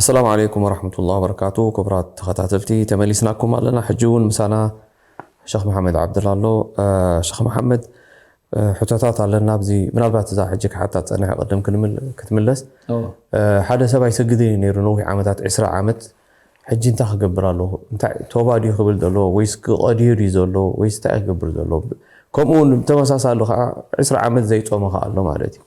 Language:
Tigrinya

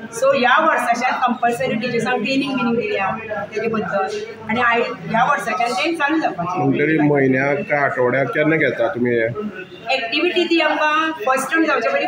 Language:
Konkani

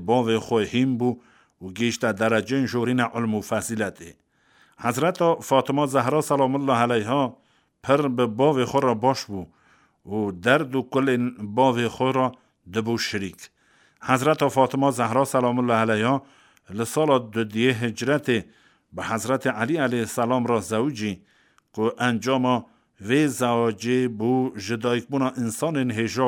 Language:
Kurdish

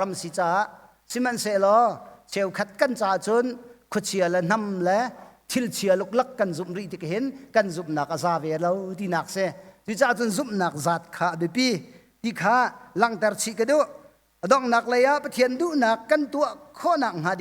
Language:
Hakha Chin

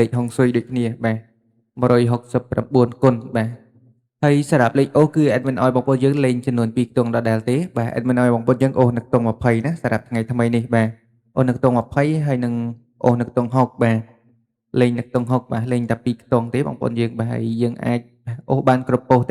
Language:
Khmer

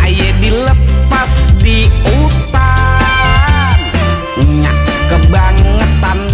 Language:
Betawi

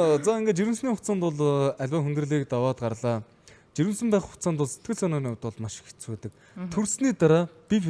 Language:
Mongolian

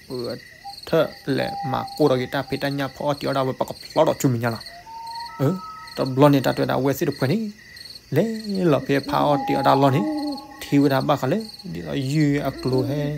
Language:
S'gaw Karen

